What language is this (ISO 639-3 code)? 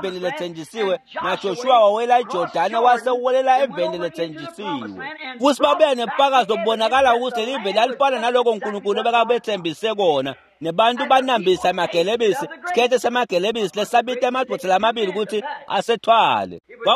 ssw